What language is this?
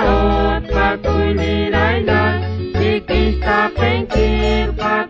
Kekchí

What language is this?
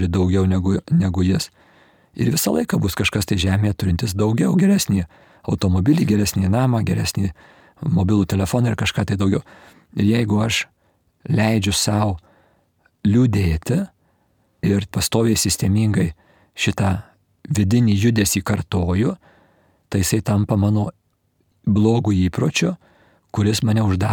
Lithuanian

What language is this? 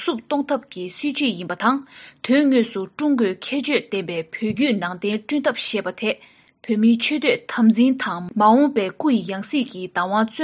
Tibetan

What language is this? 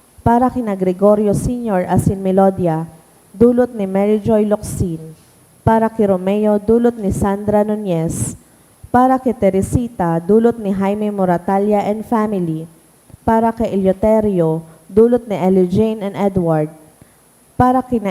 Bikol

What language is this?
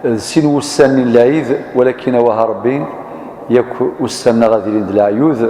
Kabyle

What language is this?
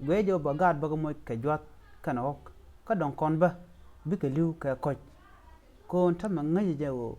Nuer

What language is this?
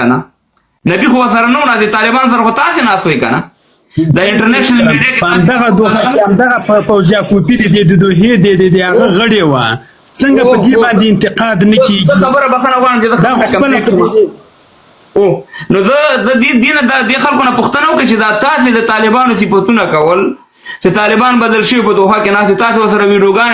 Pashto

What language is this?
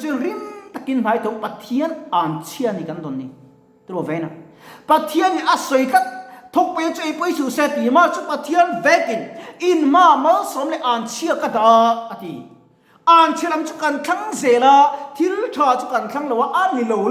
Mizo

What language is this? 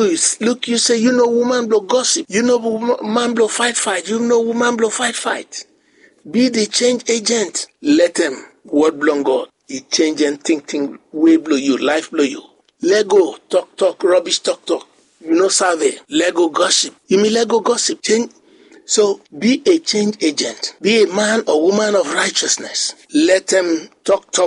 Bislama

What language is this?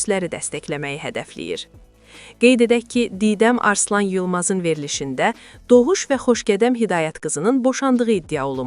Azerbaijani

